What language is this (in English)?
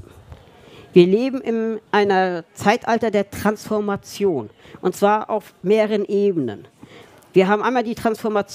German